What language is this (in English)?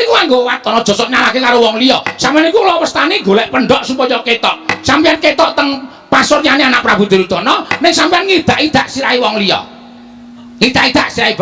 Javanese